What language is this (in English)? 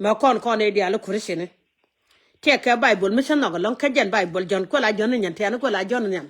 Nuer